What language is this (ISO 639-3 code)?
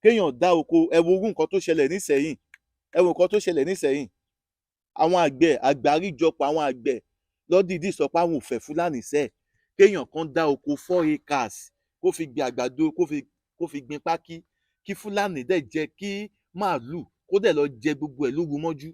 yor